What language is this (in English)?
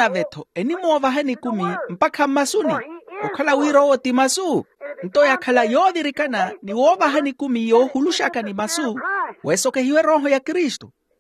Makhuwa